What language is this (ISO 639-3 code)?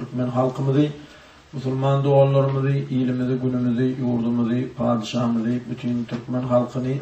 tuk